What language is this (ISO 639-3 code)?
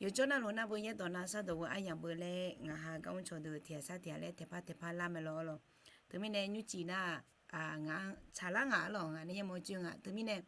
ahk